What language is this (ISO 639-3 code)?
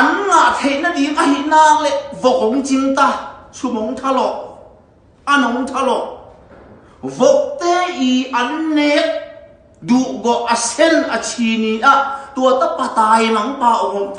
ctd